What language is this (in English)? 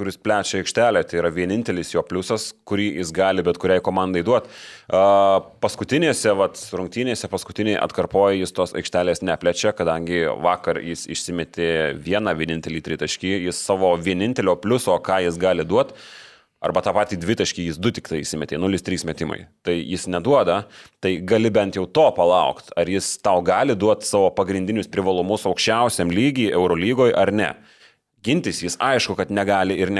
Lithuanian